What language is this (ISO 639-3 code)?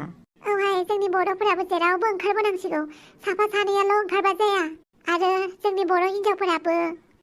brx